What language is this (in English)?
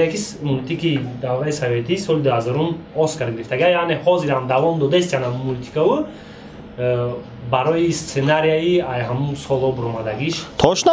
Tajik